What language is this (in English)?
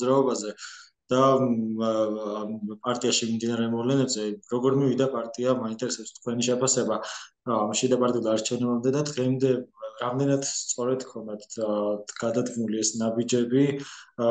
Georgian